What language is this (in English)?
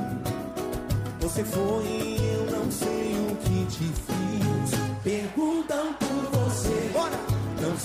Portuguese